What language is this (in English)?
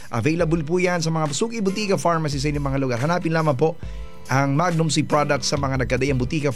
Filipino